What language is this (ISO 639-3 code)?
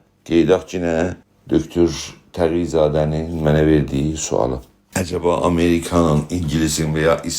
azb